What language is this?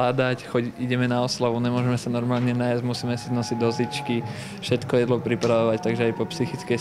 Slovak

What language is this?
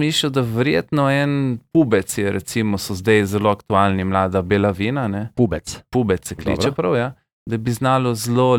Slovenian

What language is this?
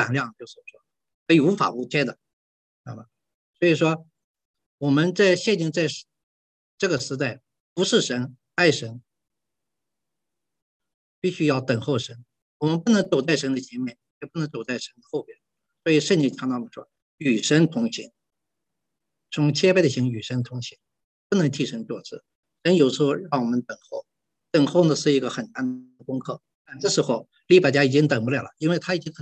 Chinese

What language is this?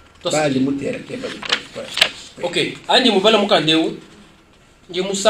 Luba-Lulua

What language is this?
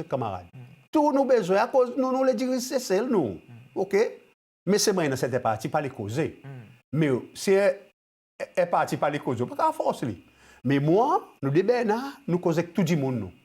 Seselwa Creole French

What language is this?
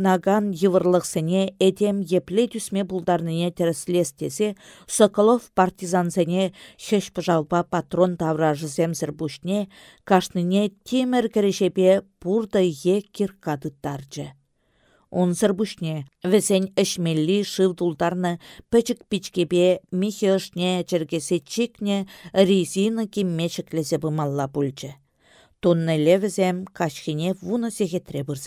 Chuvash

